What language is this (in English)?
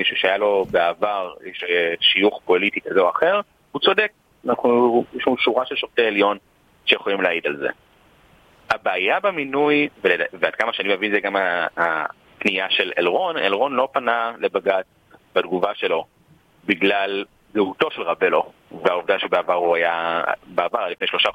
Hebrew